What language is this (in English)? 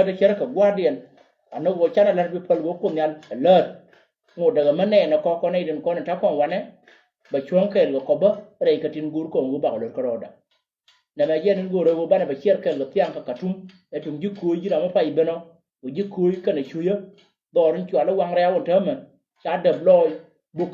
Nuer